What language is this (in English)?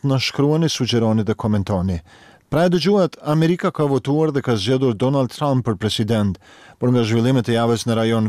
Albanian